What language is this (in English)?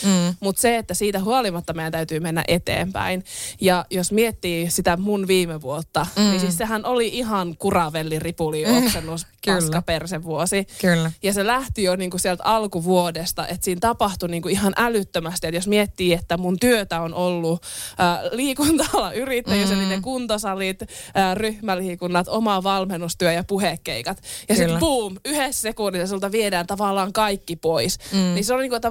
Finnish